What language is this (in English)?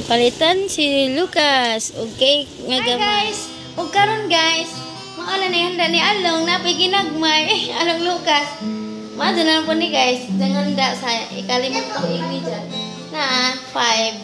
Cebuano